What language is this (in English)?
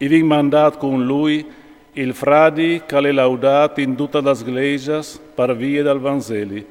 Friulian